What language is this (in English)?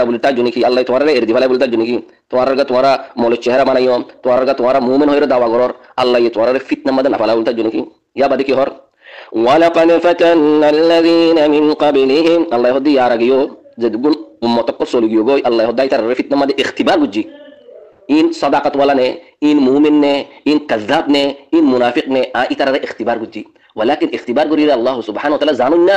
Rohingya